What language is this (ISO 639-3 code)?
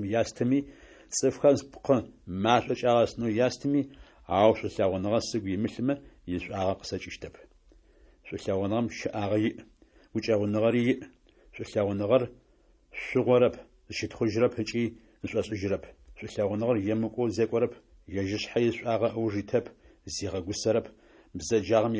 ady